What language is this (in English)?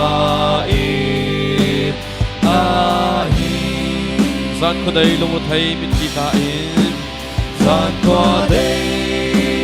Hakha Chin